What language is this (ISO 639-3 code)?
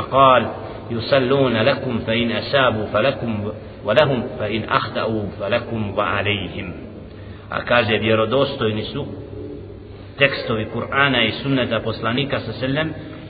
bos